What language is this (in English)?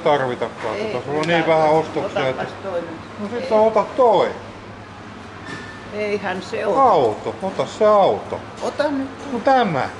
Finnish